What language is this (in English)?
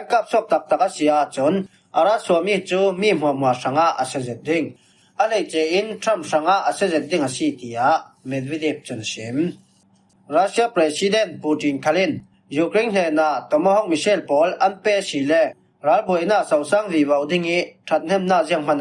Falam Chin